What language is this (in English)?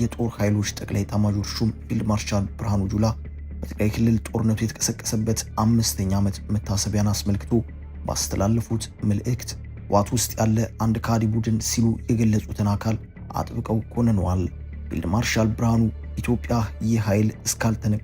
Amharic